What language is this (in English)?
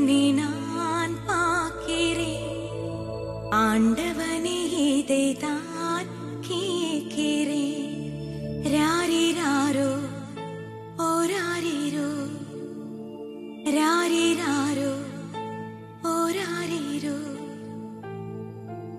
Tamil